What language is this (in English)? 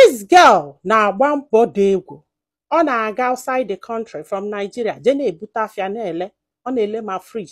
Igbo